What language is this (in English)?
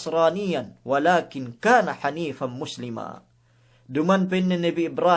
Yakan